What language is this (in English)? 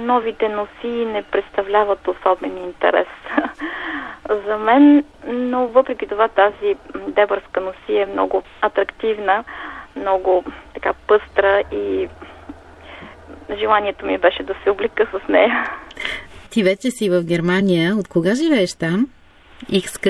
Bulgarian